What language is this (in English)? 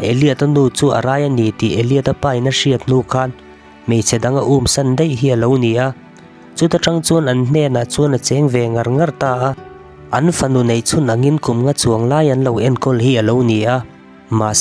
Mizo